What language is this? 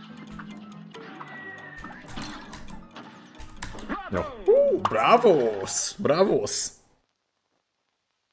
Hungarian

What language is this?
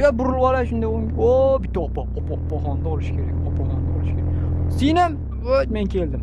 Uzbek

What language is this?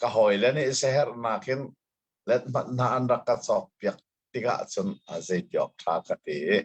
Hakha Chin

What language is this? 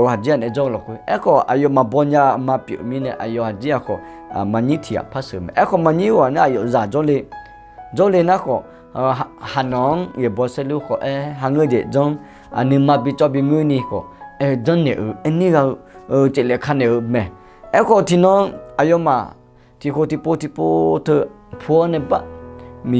Akha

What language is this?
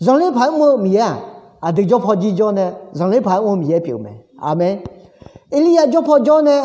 Akha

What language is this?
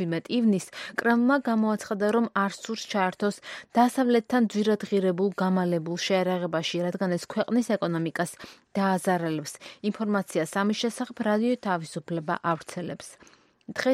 Georgian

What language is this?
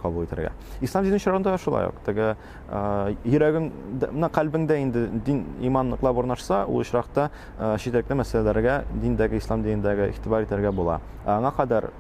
Tatar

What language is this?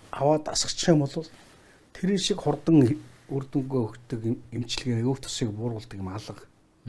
Mongolian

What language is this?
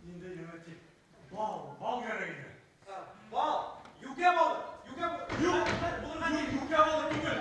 Bashkir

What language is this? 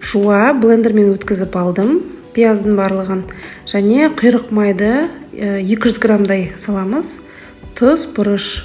Kazakh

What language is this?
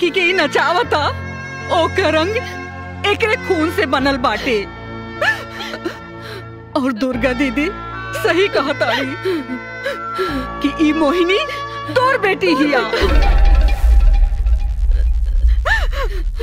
Bhojpuri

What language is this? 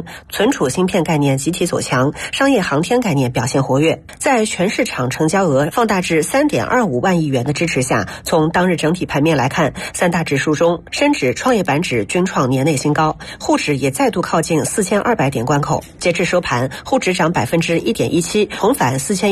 Chinese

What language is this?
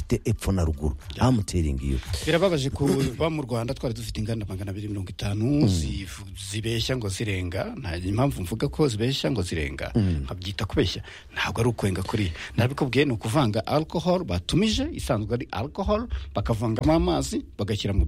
Kinyarwanda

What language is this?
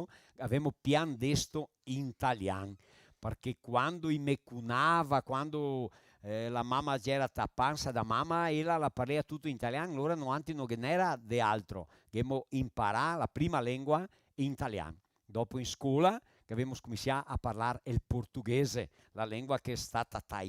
Venetian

